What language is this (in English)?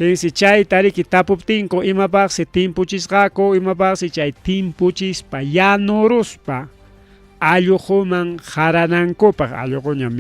Ayacucho Quechua